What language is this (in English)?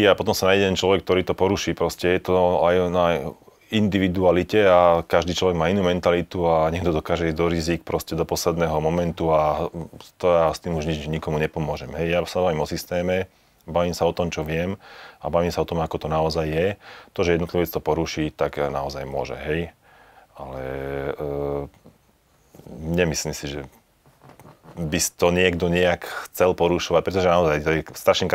Slovak